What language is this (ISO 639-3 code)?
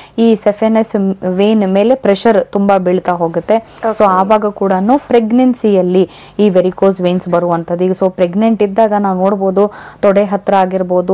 kan